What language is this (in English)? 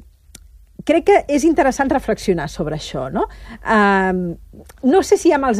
Catalan